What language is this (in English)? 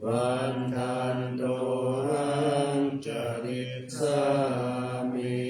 Pali